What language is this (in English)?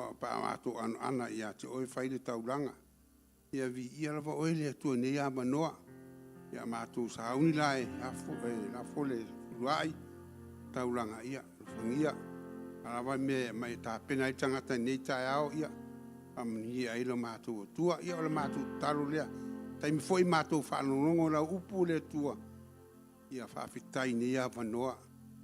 Samoan